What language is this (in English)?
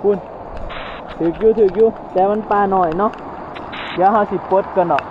Northeastern Thai